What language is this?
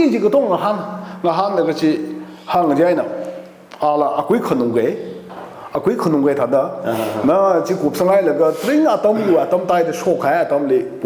Tangkhul Naga (India)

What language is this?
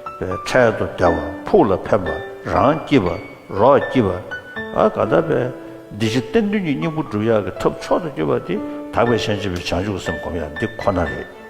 Tibetan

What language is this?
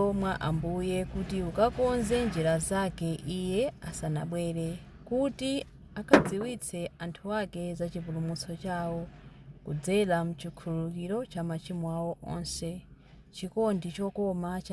Nyanja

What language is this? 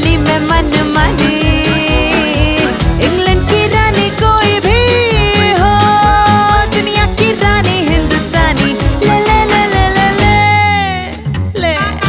Hindi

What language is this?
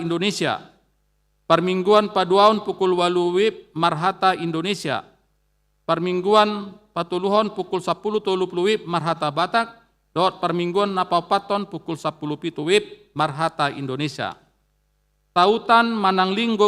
Batak Toba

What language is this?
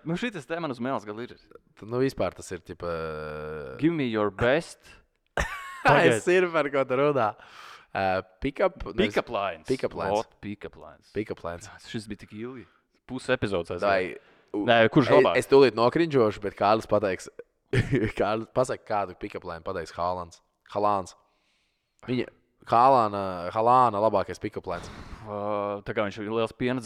Latvian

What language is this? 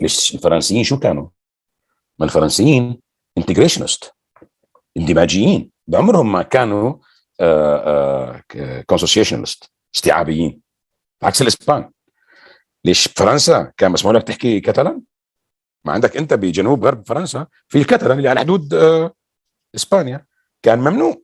North Levantine Arabic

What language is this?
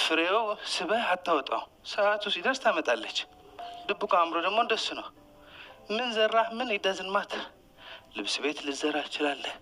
Amharic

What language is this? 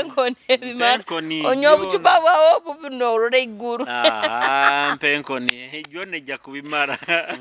Nyoro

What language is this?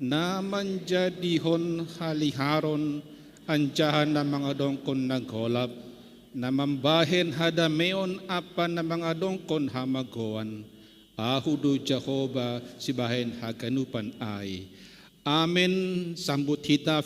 Batak Simalungun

